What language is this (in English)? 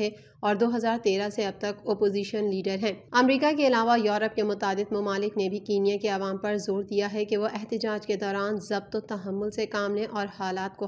Urdu